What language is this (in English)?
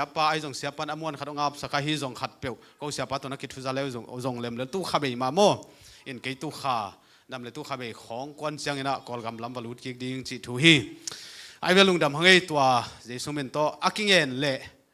Tedim Chin